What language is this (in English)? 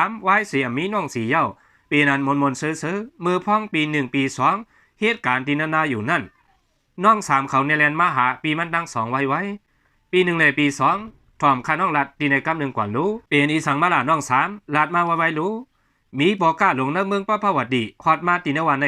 Shan